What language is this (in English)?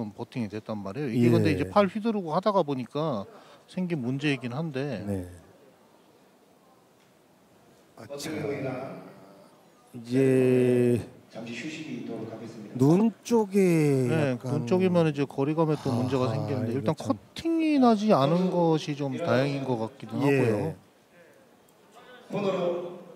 Korean